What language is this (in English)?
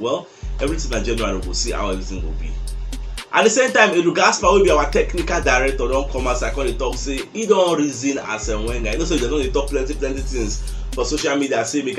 Nigerian Pidgin